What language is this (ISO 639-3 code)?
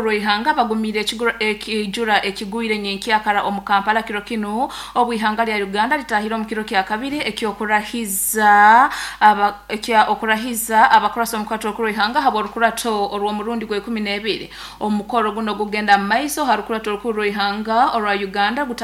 nyo